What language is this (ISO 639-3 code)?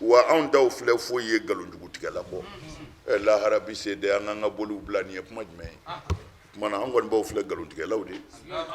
bam